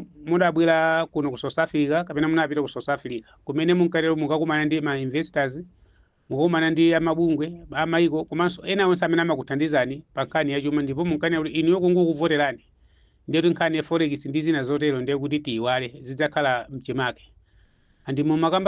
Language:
Nyanja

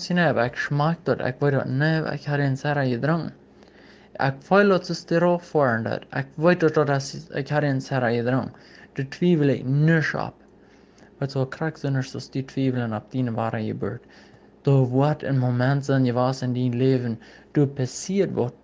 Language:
Plautdietsch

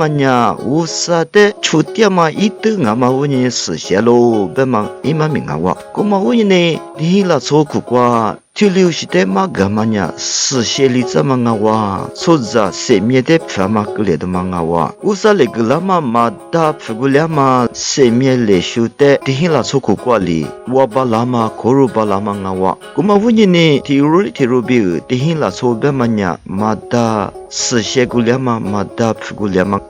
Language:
Lisu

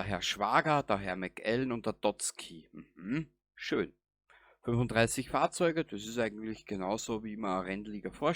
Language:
Bavarian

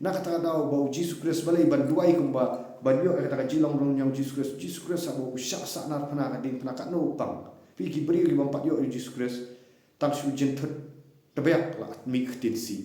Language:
Khasi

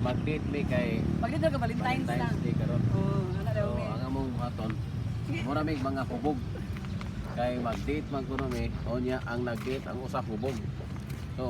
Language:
Cebuano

